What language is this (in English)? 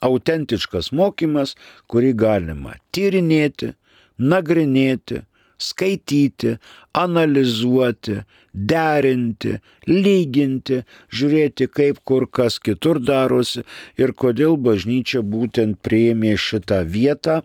Lithuanian